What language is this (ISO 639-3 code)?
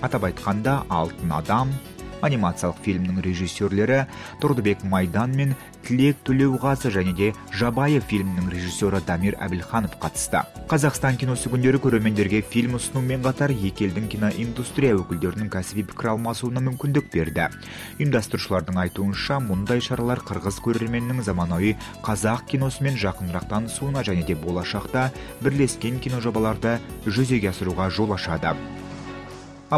kaz